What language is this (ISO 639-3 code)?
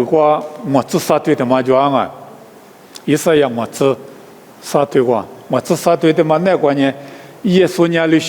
lis